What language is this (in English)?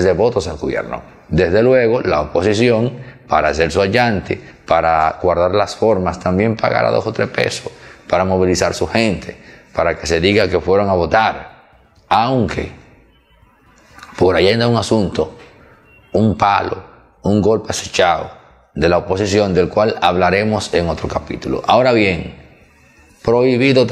Spanish